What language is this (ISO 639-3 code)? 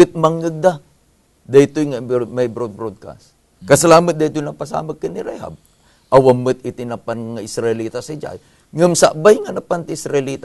ilo